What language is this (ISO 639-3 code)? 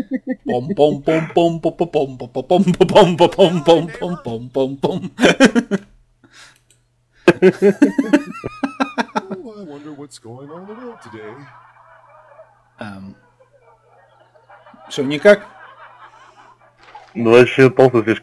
rus